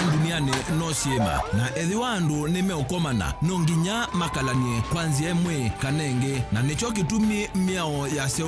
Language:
Kamba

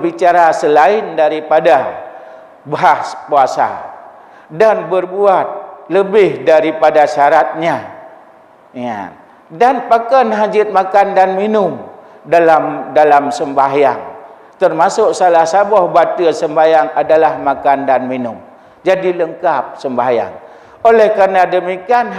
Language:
Achinese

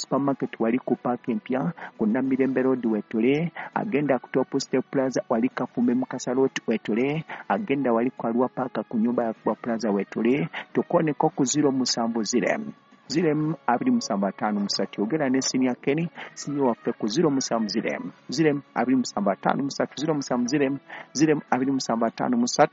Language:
Ganda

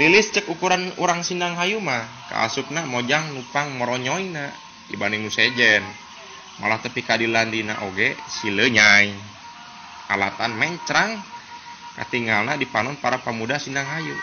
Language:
Sundanese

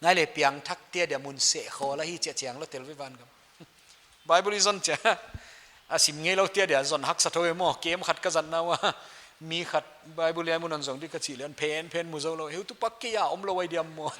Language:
Paite Chin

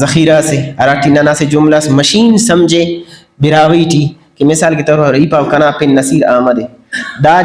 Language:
Brahui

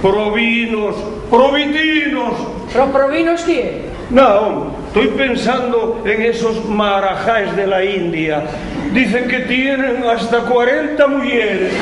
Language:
Asturian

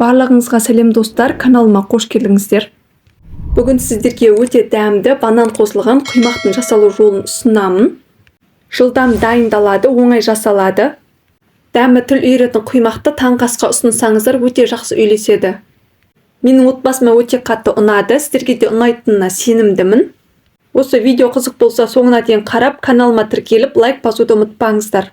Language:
Kazakh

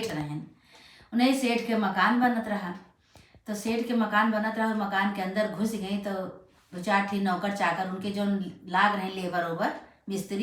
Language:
Awadhi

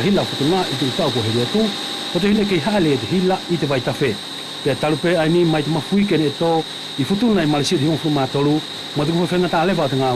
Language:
Wallisian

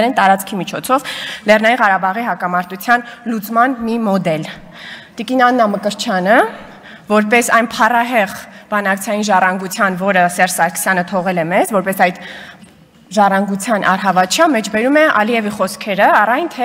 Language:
Armenian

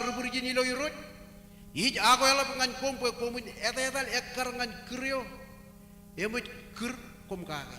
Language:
Marshallese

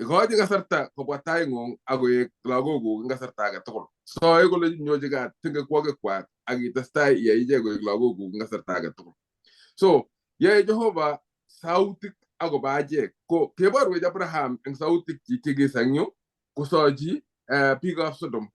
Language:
Kalenjin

